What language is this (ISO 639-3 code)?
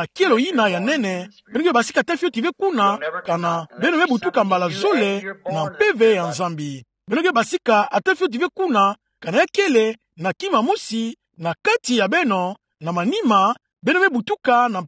ktu